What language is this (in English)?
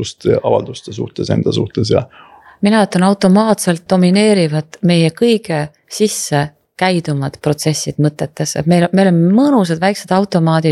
Estonian